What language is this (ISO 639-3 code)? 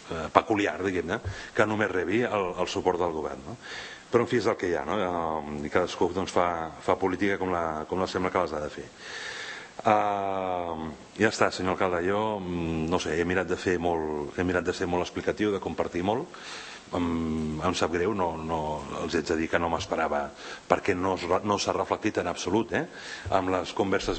cat